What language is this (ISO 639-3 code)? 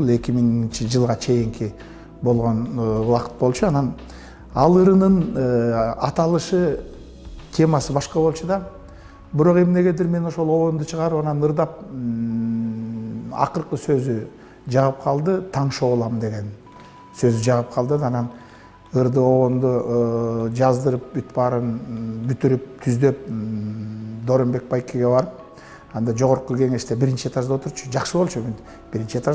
kir